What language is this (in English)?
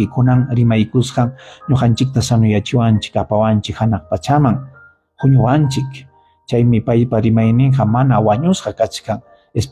Ayacucho Quechua